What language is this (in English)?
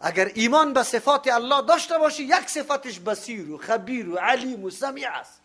Persian